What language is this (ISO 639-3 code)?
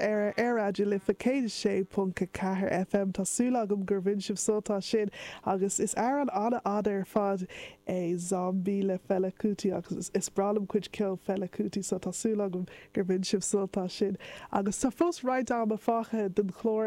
gle